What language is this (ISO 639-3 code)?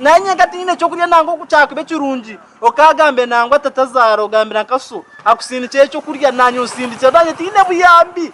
nyn